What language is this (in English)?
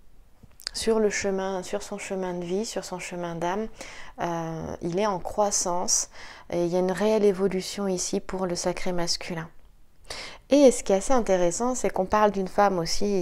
French